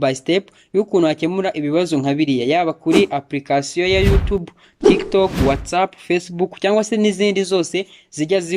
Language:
Kinyarwanda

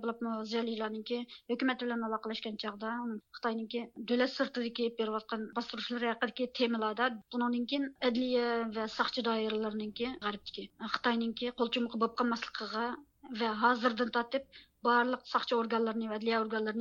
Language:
Uyghur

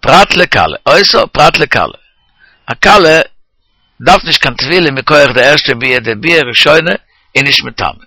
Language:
Yiddish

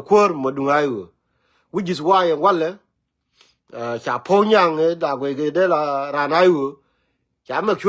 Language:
Nuer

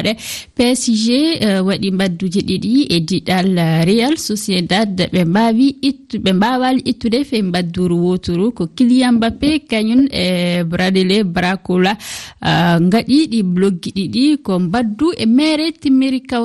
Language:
Fula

